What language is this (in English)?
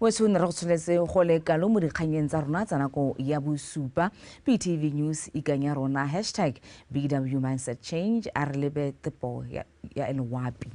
Tswana